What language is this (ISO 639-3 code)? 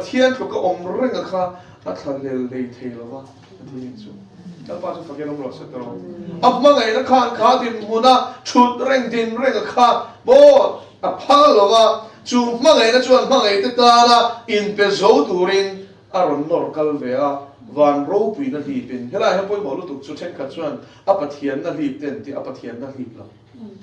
lus